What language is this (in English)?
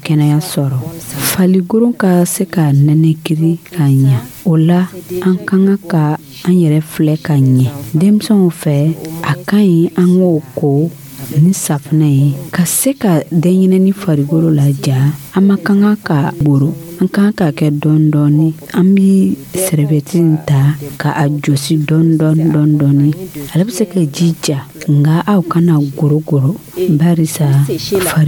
Dyula